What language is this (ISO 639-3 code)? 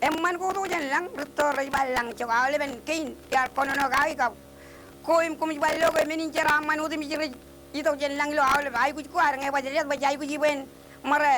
mah